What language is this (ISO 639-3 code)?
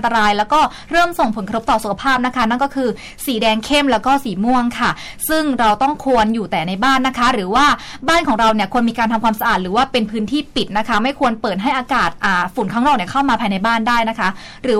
tha